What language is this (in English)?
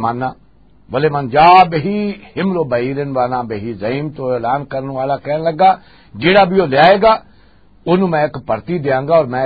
Western Panjabi